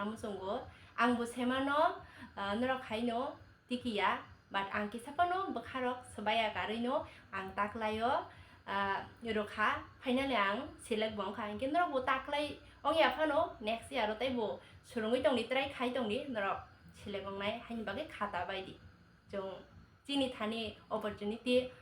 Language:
Kok Borok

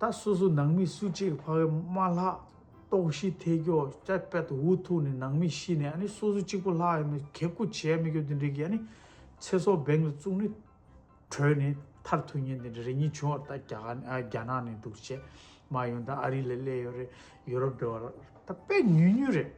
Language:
Tibetan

